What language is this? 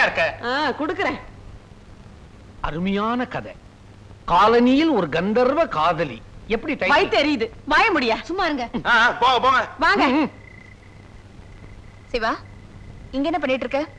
Tamil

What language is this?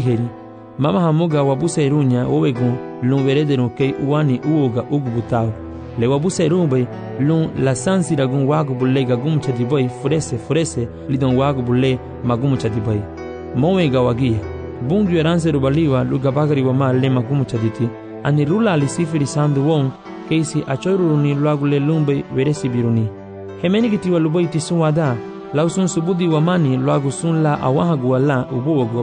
Garifuna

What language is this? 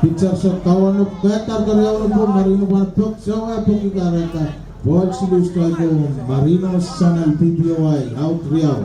Pohnpeian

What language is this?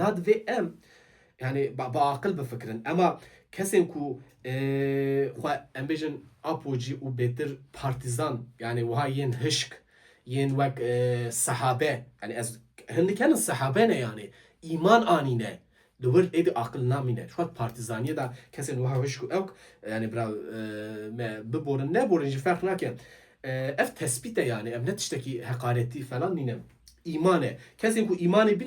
Kurdish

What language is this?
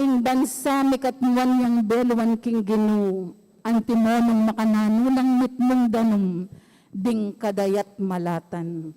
Pampanga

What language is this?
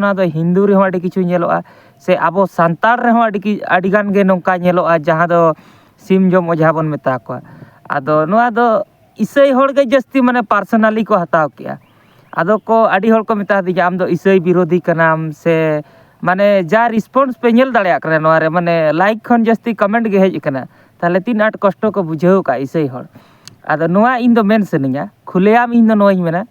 Santali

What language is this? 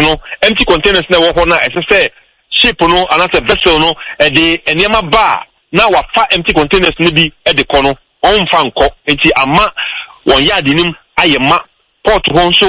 Akan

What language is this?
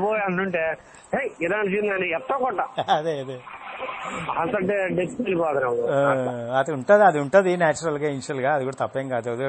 Telugu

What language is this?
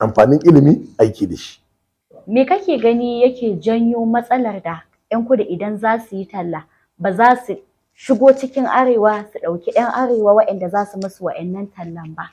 Hausa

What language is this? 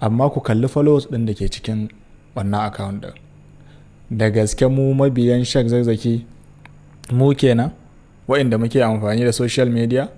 Hausa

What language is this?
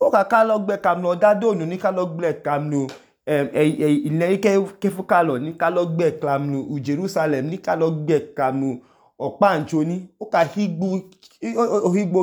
Idoma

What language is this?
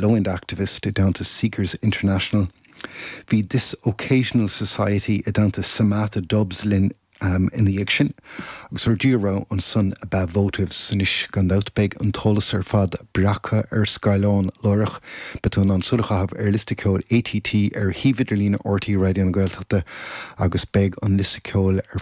Irish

